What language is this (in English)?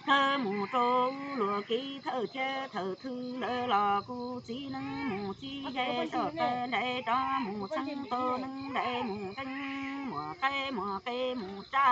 Hmong